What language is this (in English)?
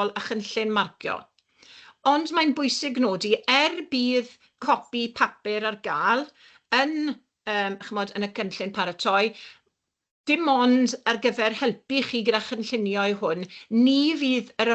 Welsh